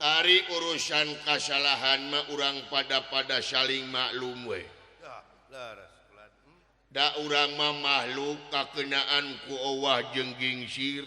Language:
Sundanese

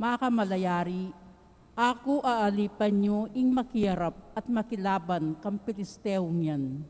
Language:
Pampanga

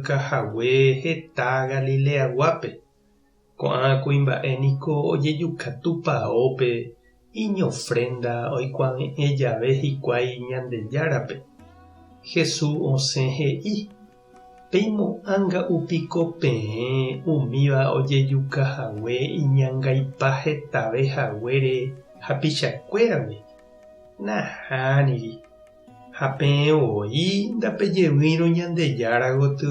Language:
Guarani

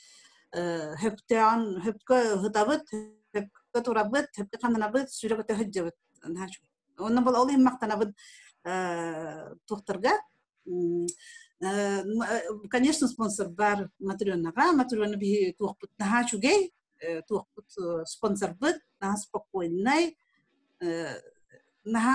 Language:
Yakut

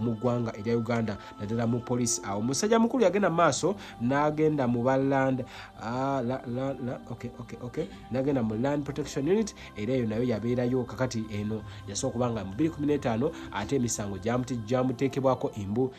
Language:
Ganda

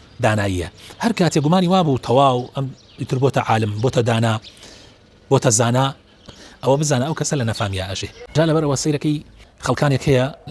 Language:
Central Kurdish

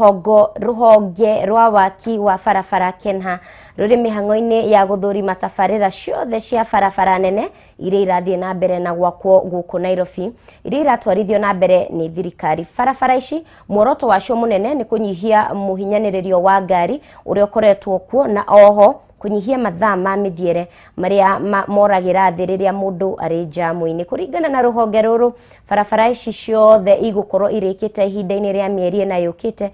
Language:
Kikuyu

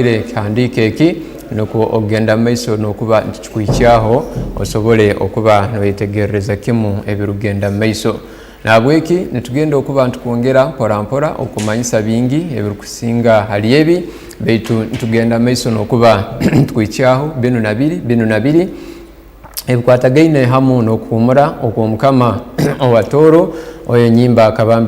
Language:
Tooro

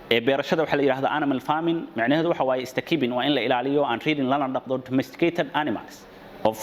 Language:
Somali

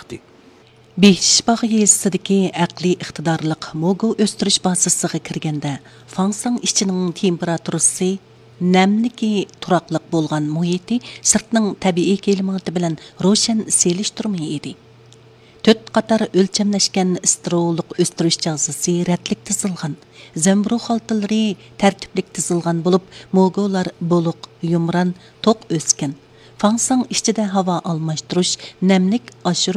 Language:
Uyghur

